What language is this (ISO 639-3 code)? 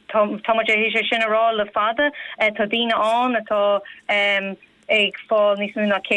gle